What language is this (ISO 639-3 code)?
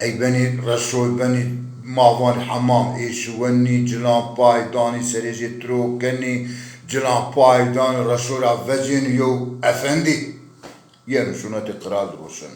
zza